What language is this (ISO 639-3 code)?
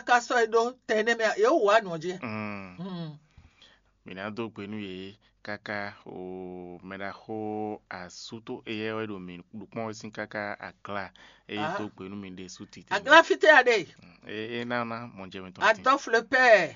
fon